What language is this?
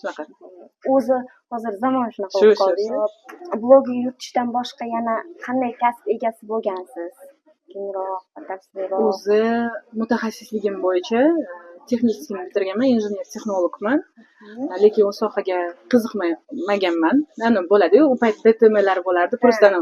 Uzbek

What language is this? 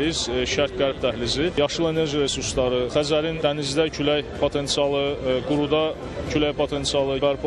Azerbaijani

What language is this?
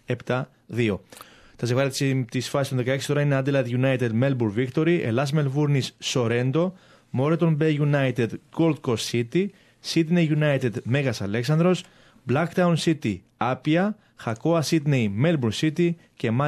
Greek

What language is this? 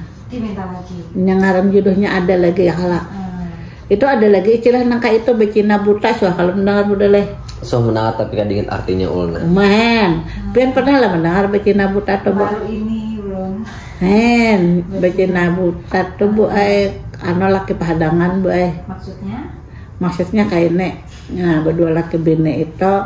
Banjar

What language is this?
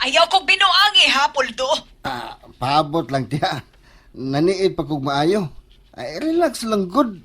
Cebuano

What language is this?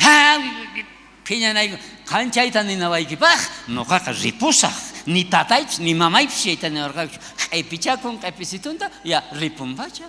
South Bolivian Quechua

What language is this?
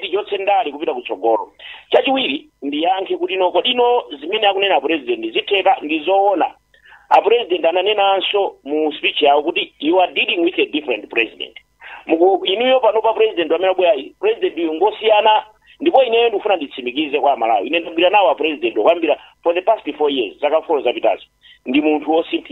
Nyanja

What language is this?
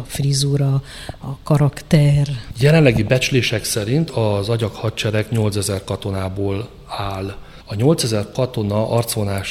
Hungarian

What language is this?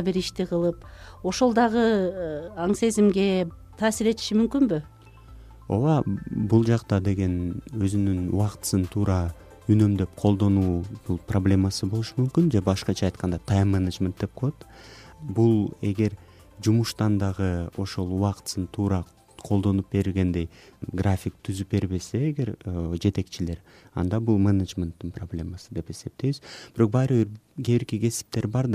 Kyrgyz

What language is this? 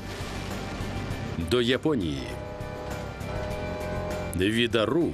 Ukrainian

